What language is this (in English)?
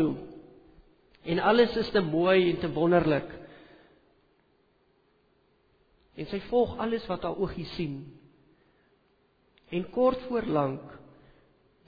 Afrikaans